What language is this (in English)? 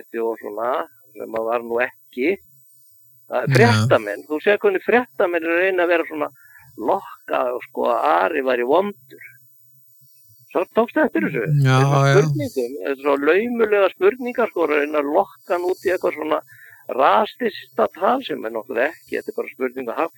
Icelandic